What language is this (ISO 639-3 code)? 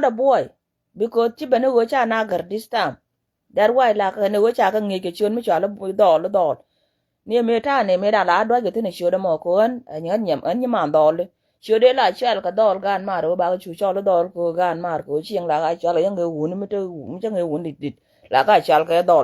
nus